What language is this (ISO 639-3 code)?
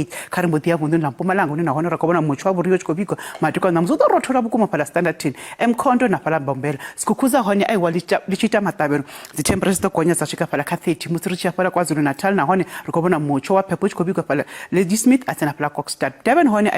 ven